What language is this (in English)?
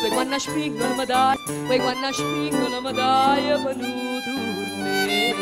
Neapolitan